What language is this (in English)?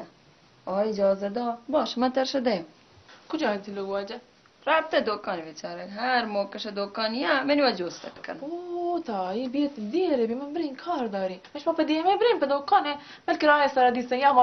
Baluchi